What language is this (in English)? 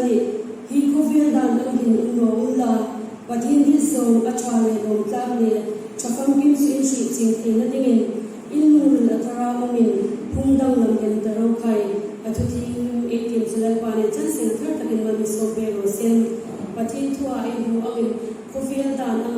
Hmar